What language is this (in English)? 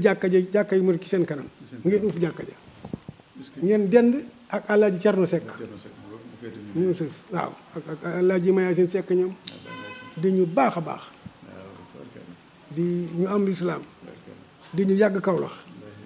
Wolof